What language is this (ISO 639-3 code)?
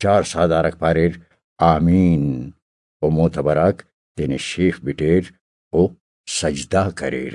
brh